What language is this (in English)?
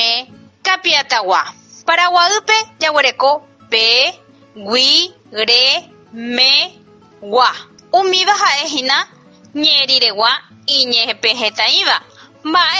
Guarani